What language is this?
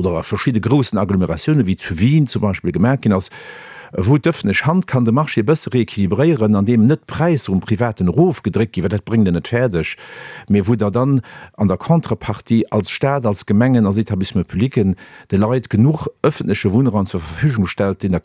Luxembourgish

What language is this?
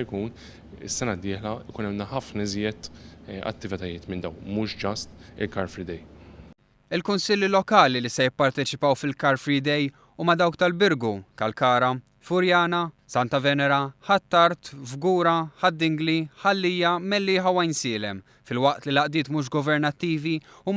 Maltese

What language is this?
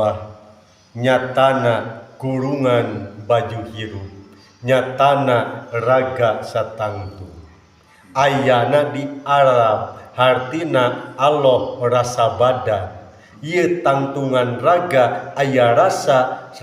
Sundanese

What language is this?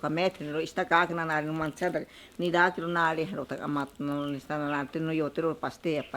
Ashéninka Perené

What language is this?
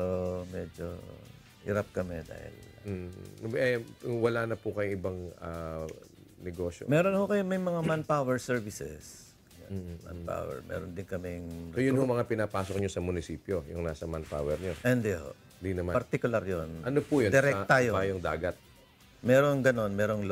Filipino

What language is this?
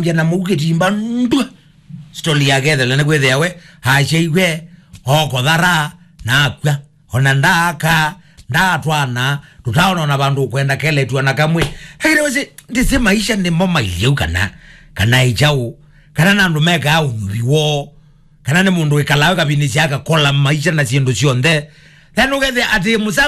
Kamba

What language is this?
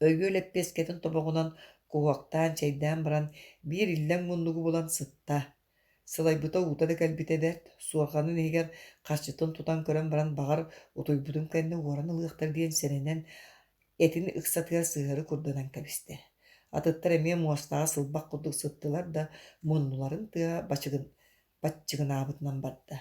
Yakut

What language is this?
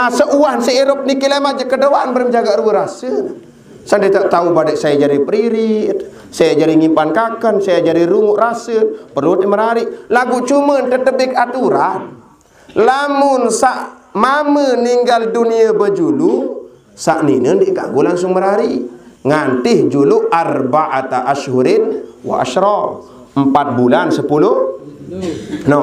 Sasak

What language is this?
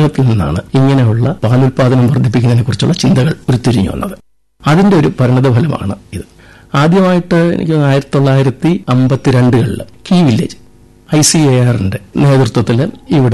Malayalam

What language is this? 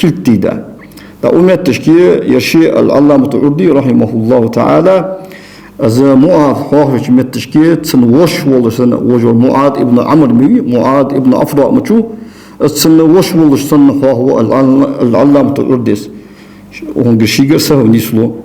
Ingush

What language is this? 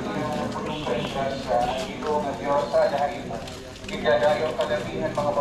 Waray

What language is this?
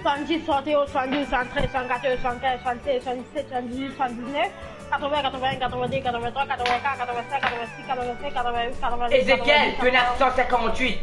Morisyen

